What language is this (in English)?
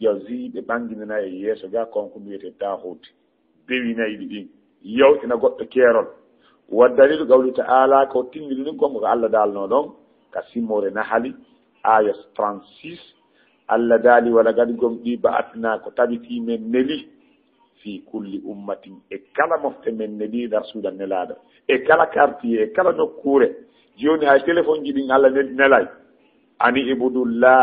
Fula